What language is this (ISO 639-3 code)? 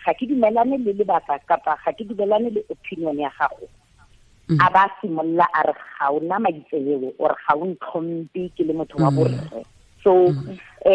tsn